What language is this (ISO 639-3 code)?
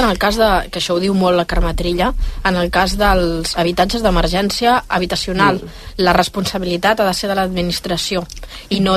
cat